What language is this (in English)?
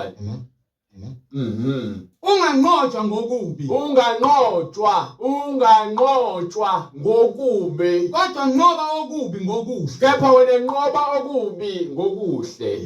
Zulu